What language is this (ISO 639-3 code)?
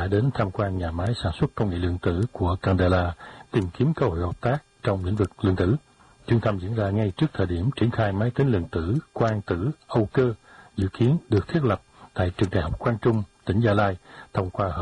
vie